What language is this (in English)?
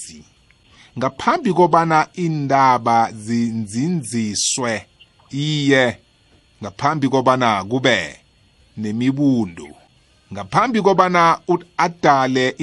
South Ndebele